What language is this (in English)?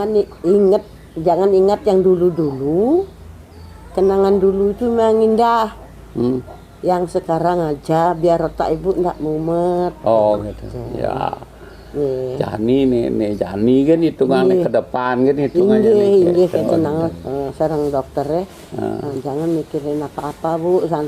Balinese